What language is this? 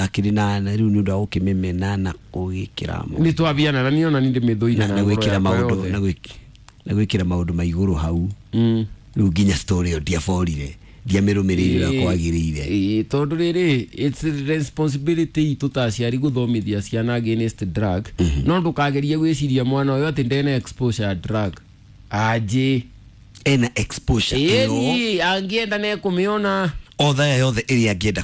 Kikuyu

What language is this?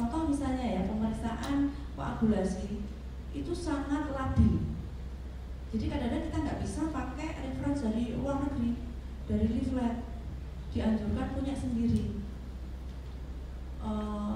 Indonesian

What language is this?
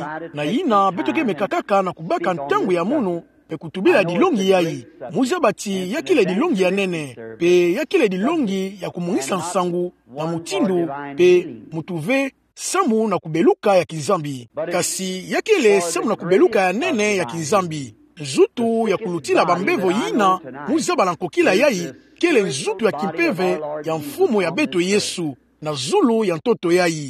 Kituba (Democratic Republic of Congo)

